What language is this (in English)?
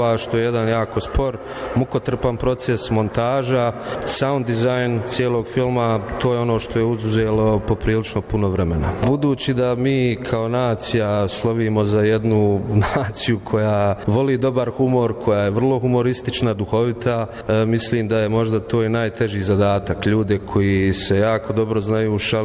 Croatian